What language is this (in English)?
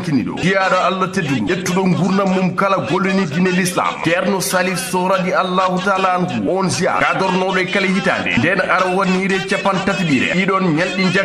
Fula